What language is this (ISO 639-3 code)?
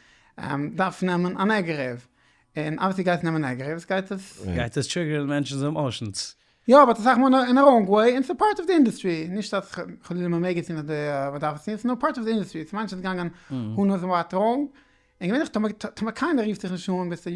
yid